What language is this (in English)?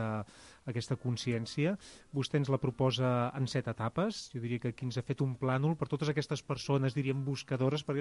Catalan